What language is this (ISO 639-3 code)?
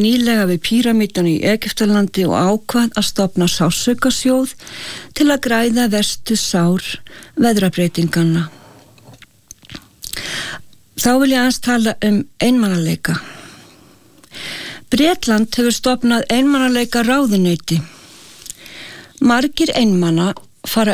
isl